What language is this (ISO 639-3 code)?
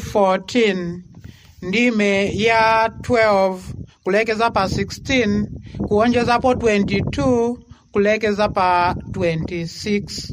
nya